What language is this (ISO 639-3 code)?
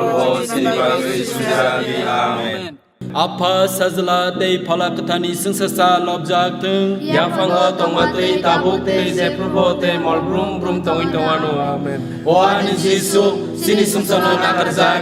trp